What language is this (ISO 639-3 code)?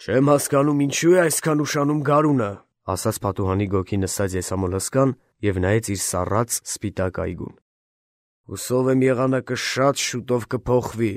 hye